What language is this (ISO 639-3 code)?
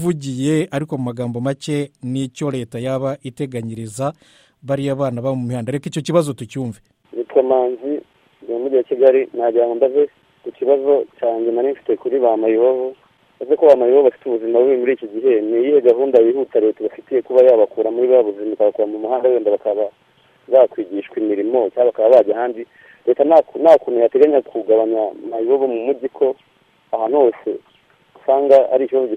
kin